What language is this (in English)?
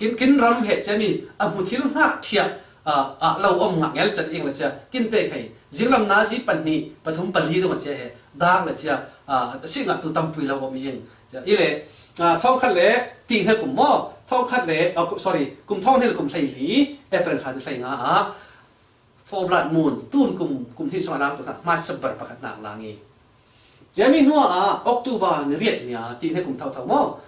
Falam Chin